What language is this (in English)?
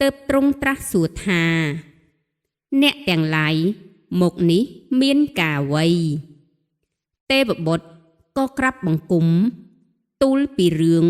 Khmer